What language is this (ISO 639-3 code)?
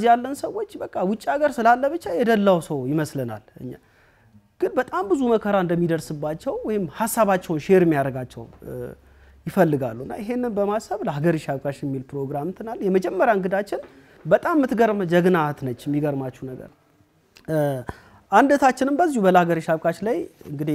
amh